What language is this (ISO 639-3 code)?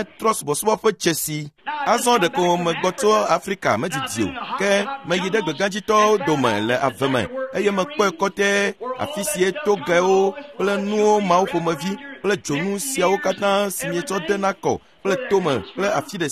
ewe